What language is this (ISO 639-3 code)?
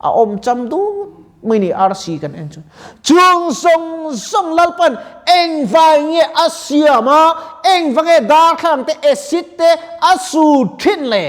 lus